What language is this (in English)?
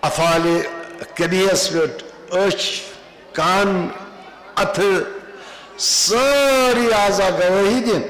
Kashmiri